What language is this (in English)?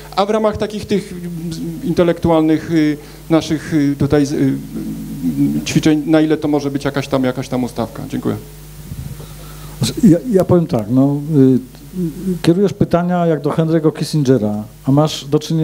Polish